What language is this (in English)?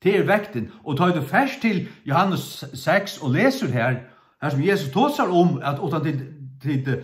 Faroese